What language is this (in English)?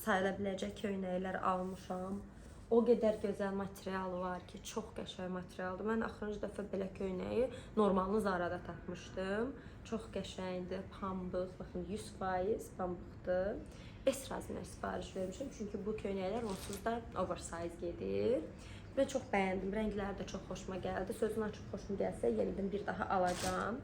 Azerbaijani